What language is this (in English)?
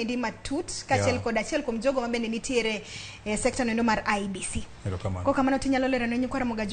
Luo (Kenya and Tanzania)